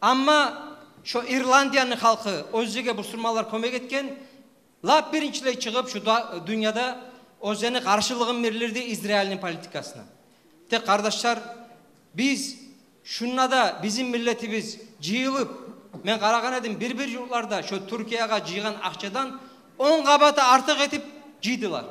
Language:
Kumyk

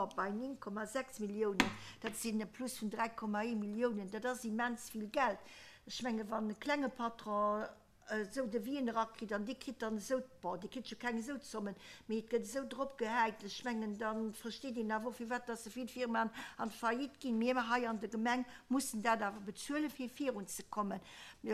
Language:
Luxembourgish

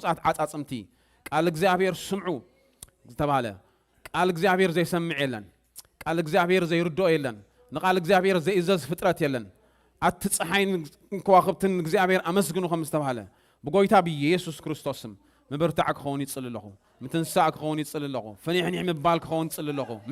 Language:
Tigrinya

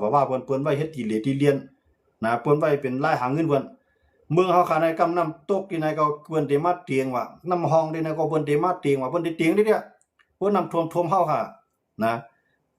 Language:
Shan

